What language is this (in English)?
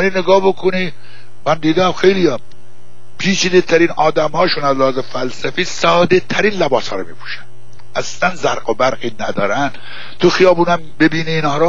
Persian